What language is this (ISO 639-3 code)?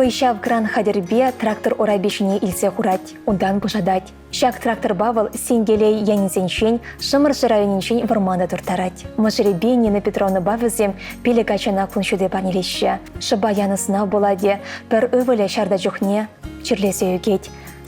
chv